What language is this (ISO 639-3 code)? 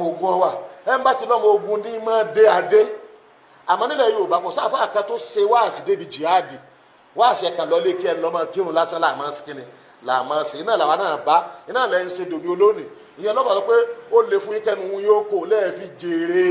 yor